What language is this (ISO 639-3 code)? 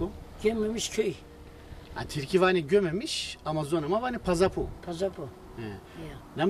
zza